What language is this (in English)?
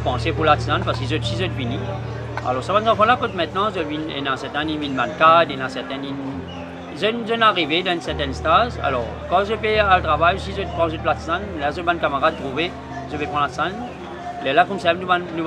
Morisyen